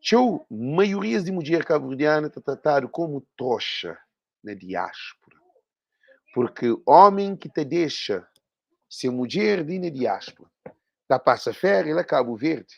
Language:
Kabuverdianu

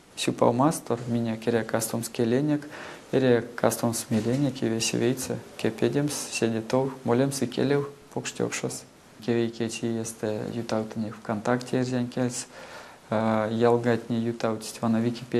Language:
Erzya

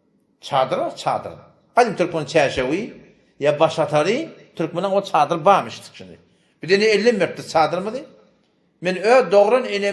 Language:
Turkmen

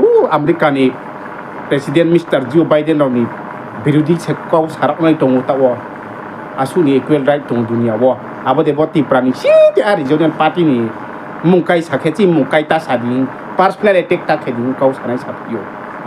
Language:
Riang (India)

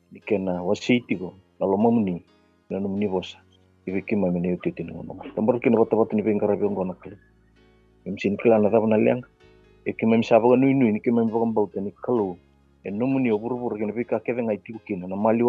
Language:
Fijian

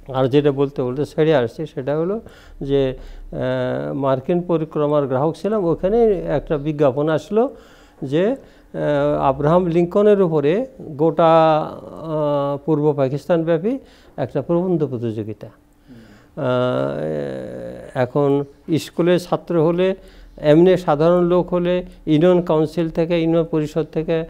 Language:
Bangla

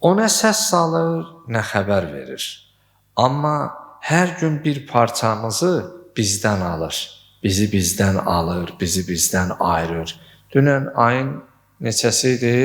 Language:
Azerbaijani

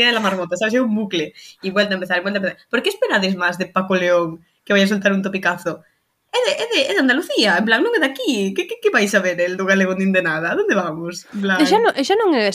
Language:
Galician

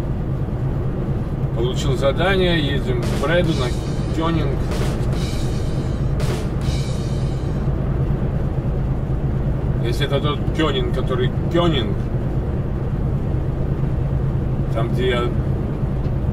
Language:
Russian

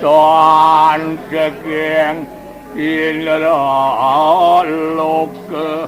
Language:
Balinese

